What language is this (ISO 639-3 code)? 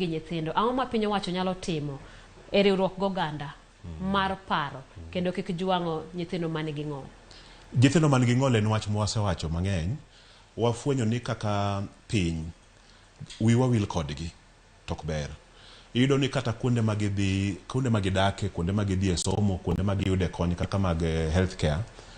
luo